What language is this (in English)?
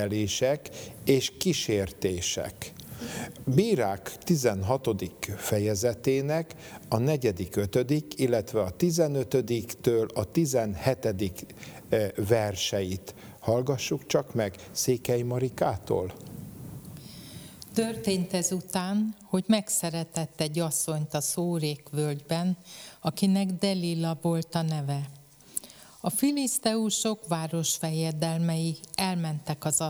Hungarian